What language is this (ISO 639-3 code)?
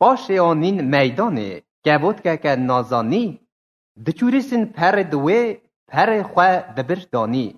kur